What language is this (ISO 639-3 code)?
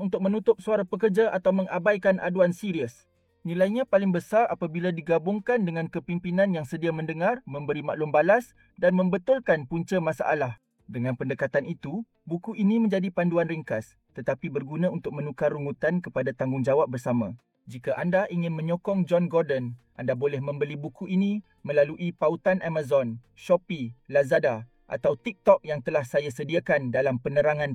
msa